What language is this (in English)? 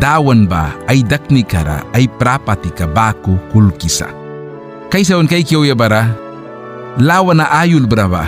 Mískito